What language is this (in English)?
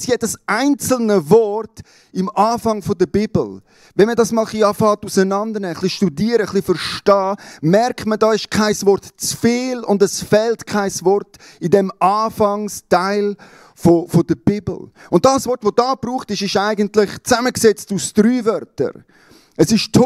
Swiss German